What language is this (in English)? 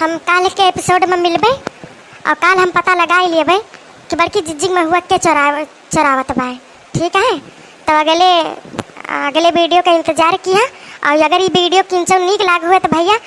Awadhi